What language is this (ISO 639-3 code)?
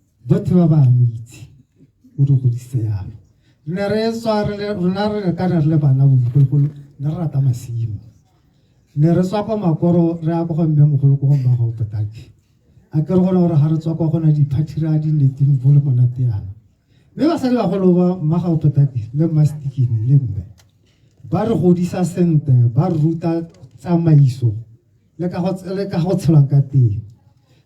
tsn